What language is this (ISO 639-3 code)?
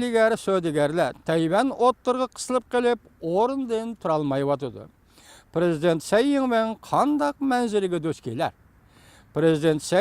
uig